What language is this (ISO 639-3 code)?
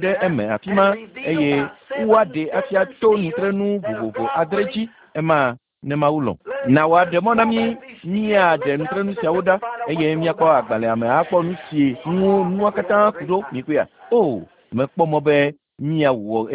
ewe